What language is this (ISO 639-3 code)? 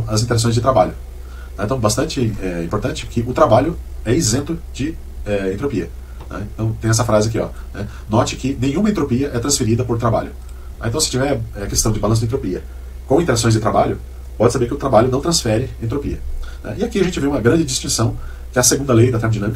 por